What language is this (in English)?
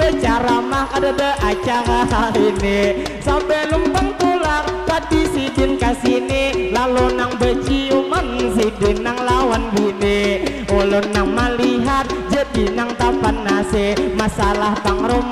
Banjar